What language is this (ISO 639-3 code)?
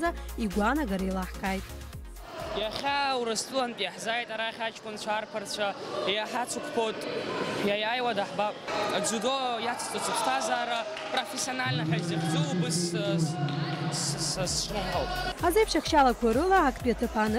abk